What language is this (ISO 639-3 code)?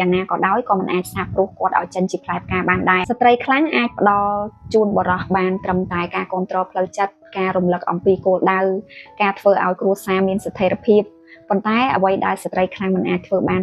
khm